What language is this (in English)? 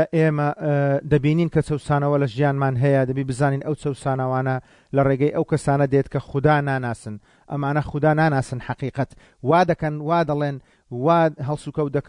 Central Kurdish